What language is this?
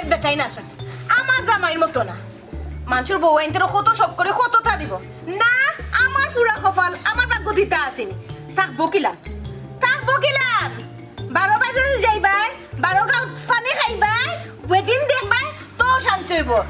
Sylheti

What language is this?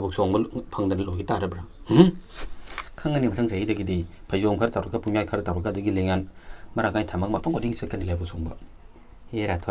Manipuri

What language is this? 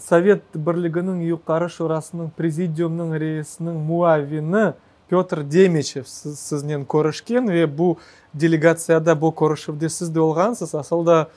Crimean Tatar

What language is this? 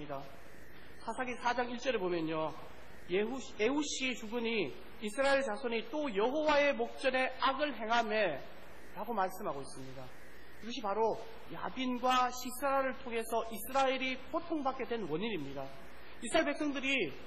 Korean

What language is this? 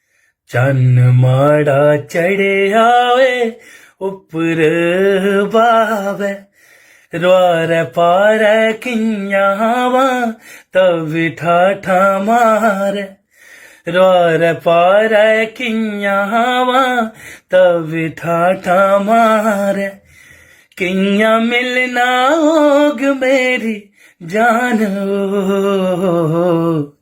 Dogri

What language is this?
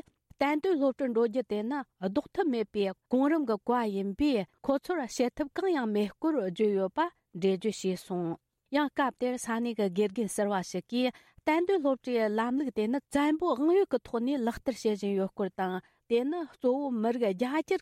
Tibetan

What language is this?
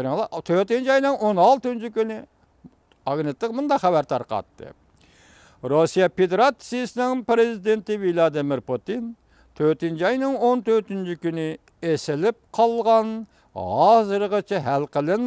Uyghur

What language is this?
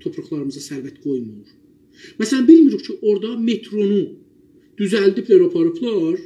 South Azerbaijani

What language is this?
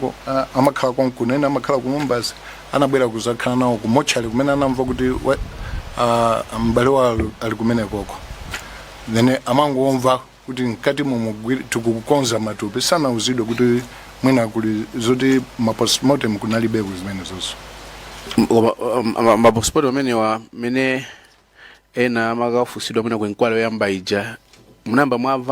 Nyanja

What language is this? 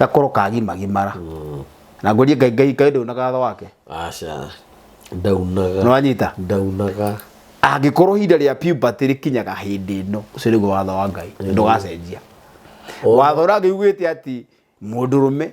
Kikuyu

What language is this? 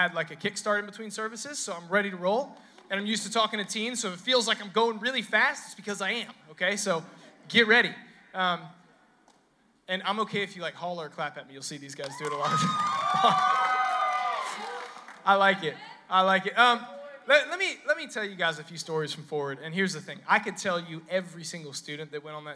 English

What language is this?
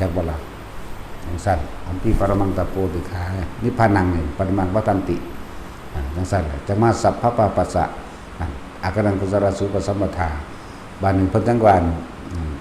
Northeastern Thai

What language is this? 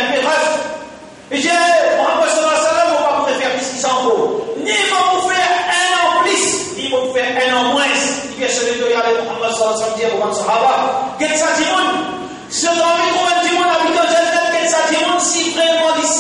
Morisyen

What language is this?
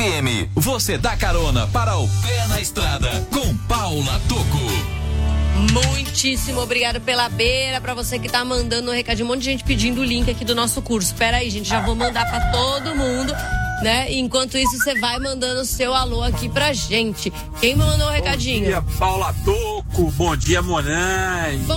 Portuguese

